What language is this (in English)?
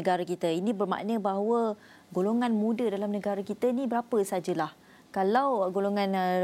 Malay